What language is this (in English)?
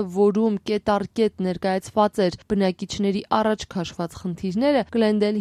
Armenian